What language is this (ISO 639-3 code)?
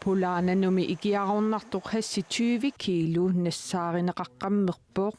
kal